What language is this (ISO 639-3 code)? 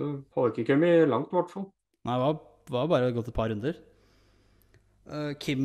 nor